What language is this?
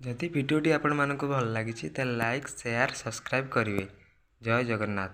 Odia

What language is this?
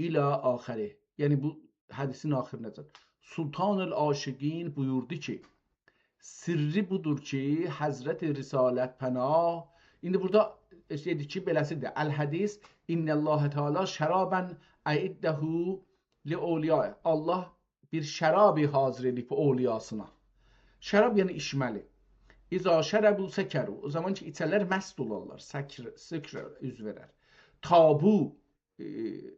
South Azerbaijani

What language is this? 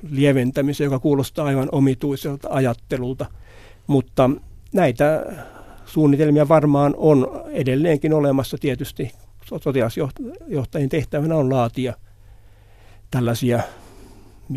Finnish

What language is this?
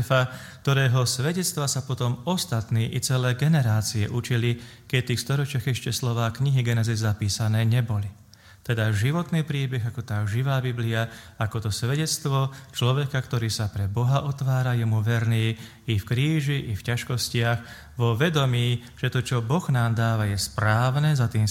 Slovak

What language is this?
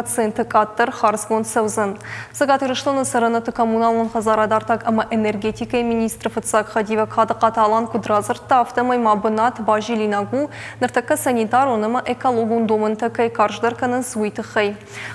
Ossetic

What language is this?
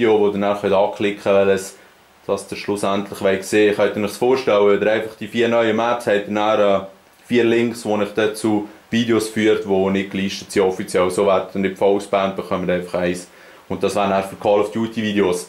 Swiss German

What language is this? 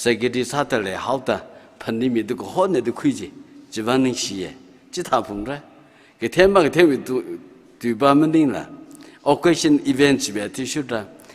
Tangkhul Naga (India)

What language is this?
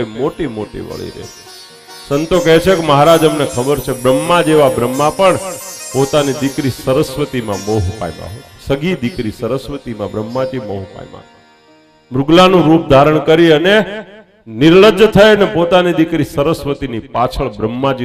Gujarati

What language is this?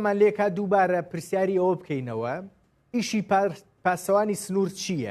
Central Kurdish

